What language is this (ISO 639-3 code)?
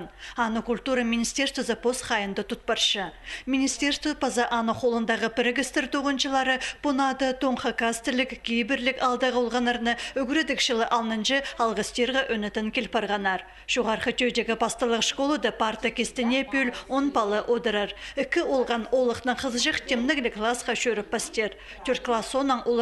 kjh